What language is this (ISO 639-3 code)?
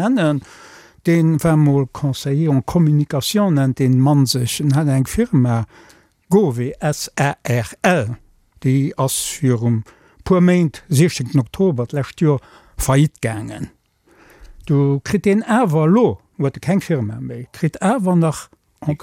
ltz